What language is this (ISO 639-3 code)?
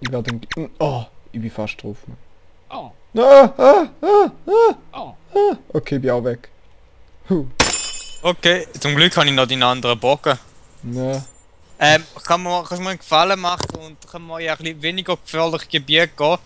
gsw